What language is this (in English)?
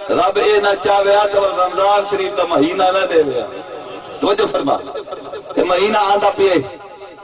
Saraiki